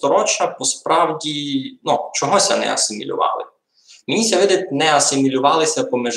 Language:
Rusyn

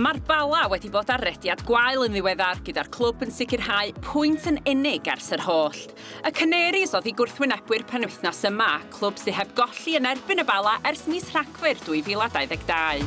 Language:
Welsh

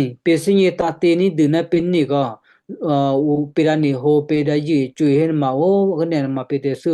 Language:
Western Kayah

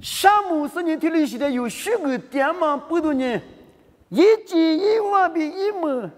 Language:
Lisu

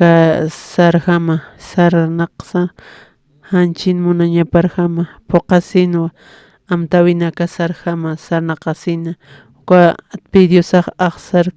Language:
Aymara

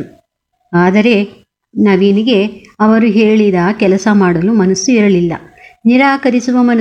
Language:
Kannada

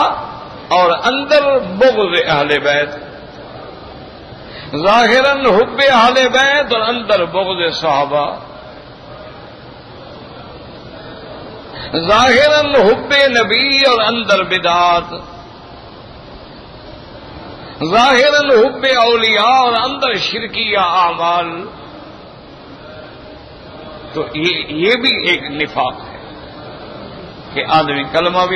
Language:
Urdu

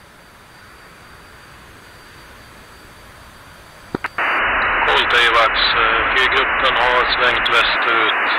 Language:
Swedish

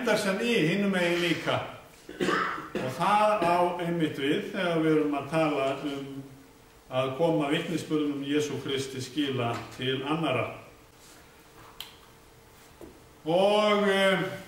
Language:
Icelandic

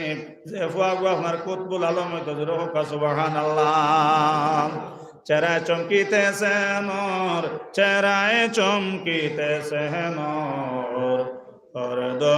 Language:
Sylheti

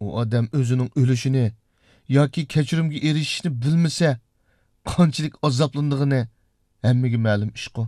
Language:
Uyghur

